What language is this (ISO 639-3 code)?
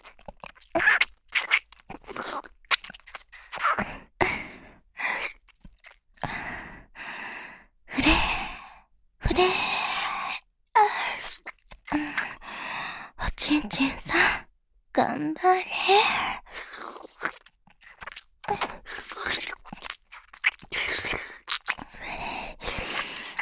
jpn